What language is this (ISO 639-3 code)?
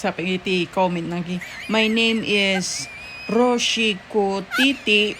ilo